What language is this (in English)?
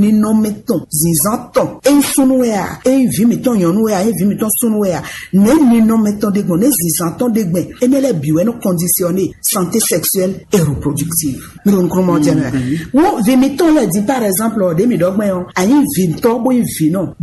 Fon